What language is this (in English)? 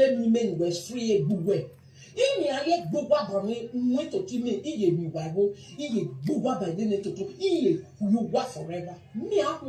Nigerian Pidgin